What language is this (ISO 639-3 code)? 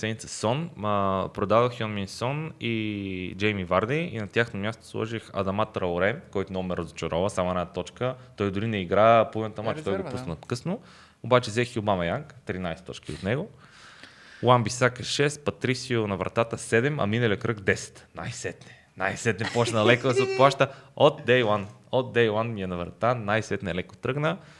bul